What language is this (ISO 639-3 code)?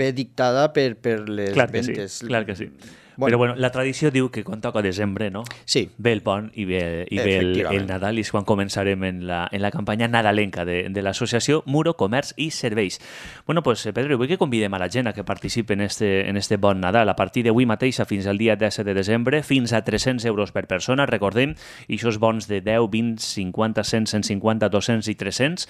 cat